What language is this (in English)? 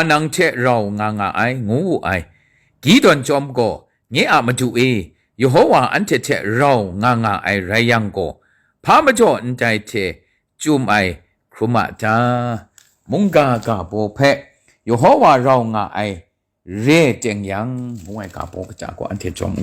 Kachin